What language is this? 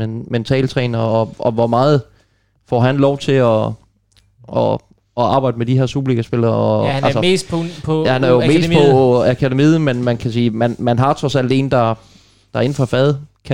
Danish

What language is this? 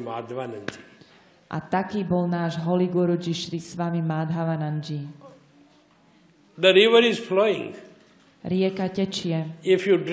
Slovak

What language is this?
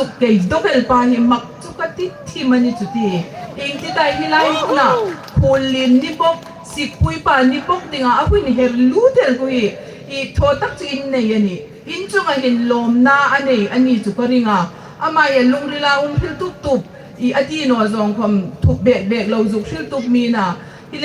Hmar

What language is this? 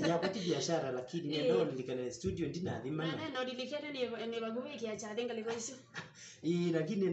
Kamba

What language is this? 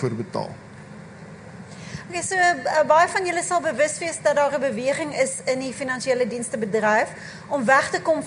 Afrikaans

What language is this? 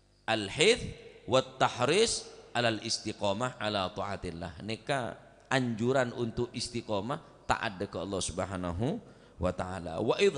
Madurese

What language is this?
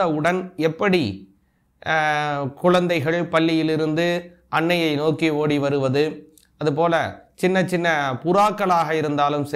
Tamil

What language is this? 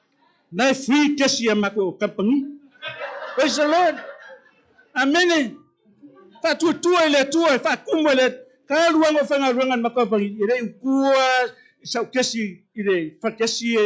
Samoan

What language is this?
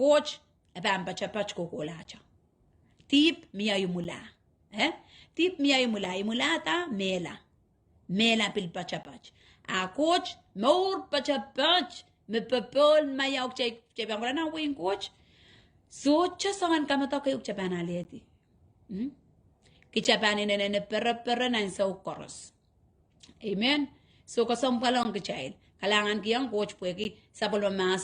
Pohnpeian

